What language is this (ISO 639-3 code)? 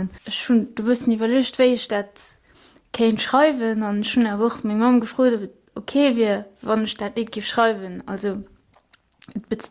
ltz